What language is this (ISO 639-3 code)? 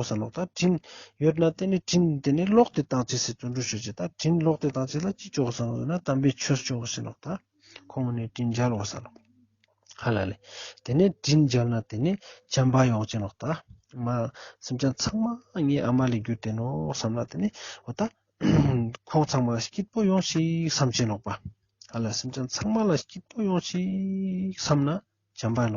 lbj